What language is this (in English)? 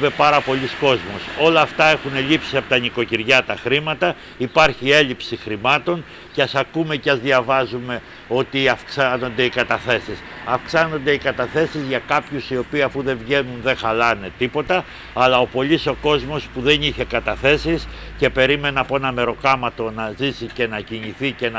Greek